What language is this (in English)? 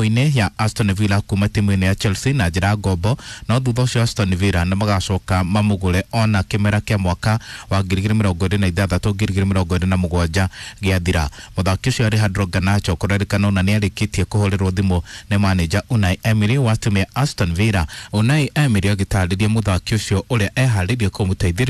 Kikuyu